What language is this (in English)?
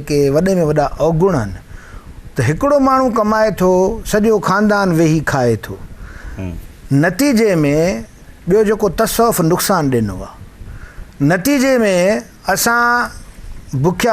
Sindhi